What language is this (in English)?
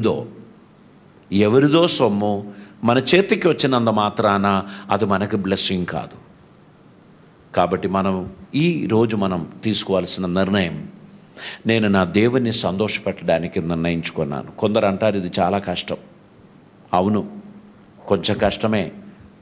Telugu